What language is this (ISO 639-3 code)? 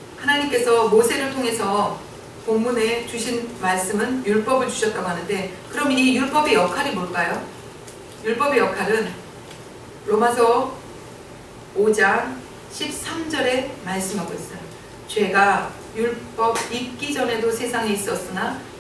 kor